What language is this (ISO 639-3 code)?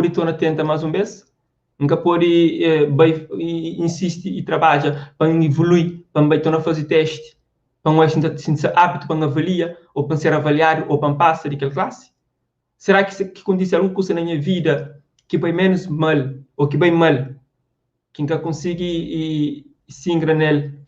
kea